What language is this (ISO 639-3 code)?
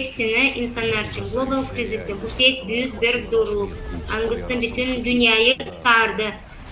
gag